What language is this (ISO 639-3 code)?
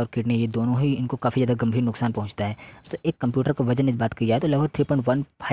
hin